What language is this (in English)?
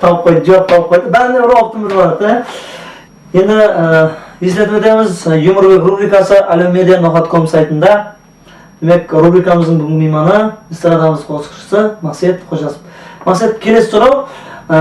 Kara-Kalpak